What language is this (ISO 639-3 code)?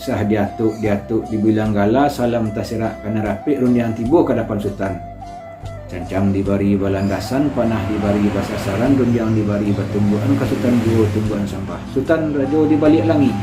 min